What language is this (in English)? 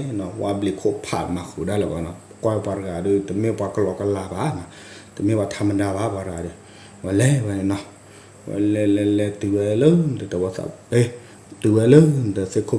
S'gaw Karen